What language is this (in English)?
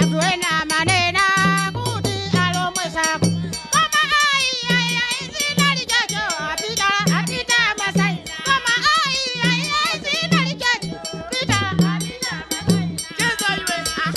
Nyanja